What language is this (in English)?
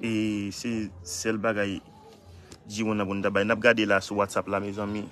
Haitian Creole